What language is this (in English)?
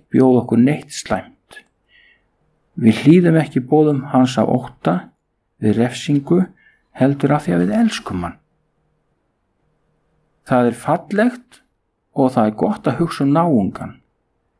Icelandic